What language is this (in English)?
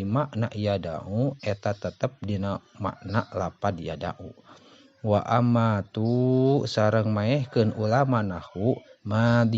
Sundanese